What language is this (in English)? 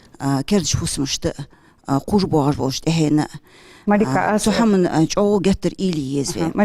Ingush